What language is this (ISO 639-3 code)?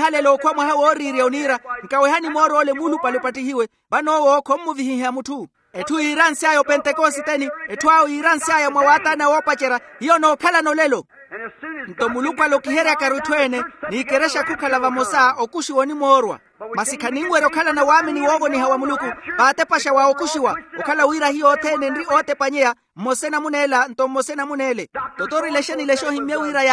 vmw